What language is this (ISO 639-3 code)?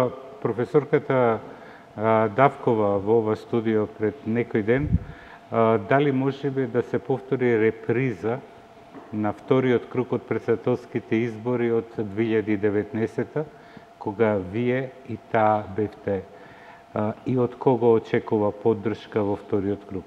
mkd